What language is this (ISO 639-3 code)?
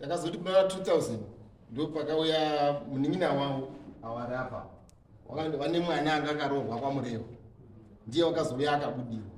sna